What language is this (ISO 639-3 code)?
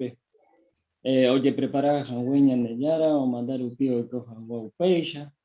grn